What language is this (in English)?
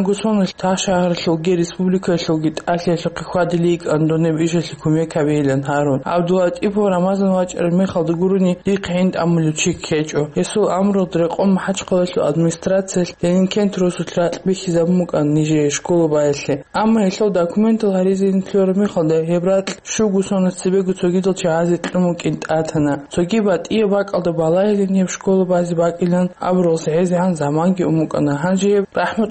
Avaric